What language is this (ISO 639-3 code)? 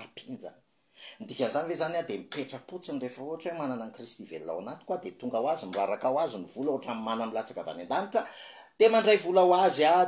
mlg